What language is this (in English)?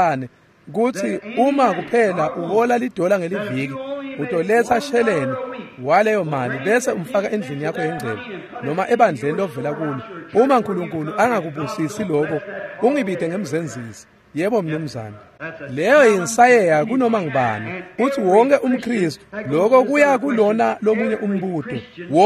Swati